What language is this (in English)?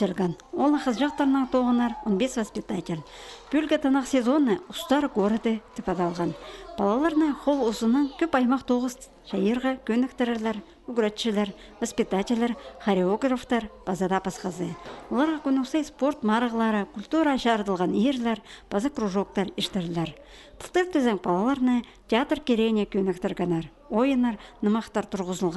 Khakas